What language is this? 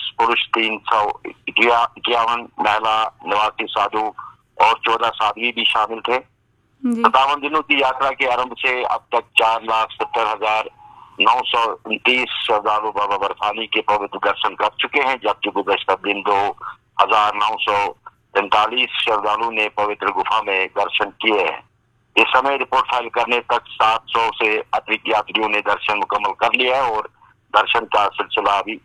Hindi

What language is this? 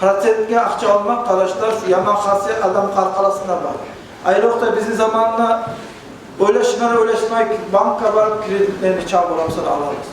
Kumyk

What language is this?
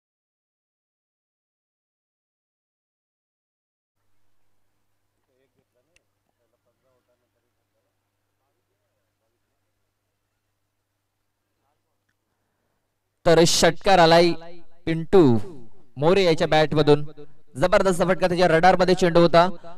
Marathi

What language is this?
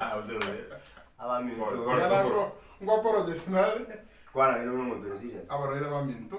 Gusii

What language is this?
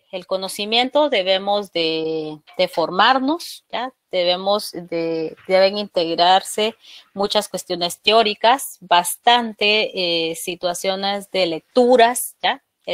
Spanish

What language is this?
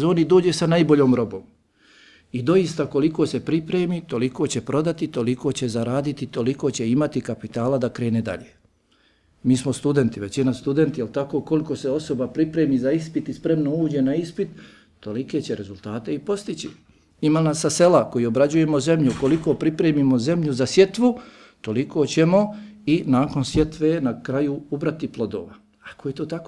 Bosnian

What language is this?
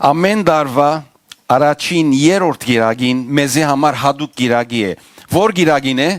Western Armenian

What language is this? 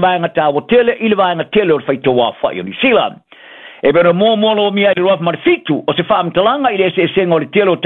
Samoan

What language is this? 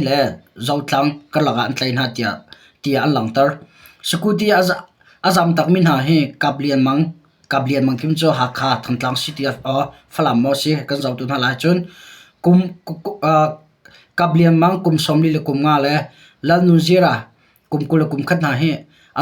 Hakha Chin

